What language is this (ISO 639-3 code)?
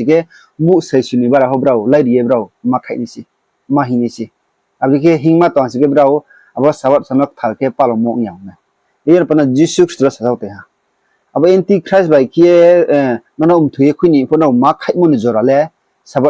ria